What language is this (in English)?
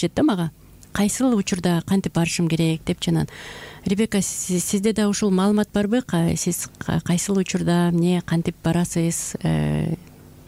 Kyrgyz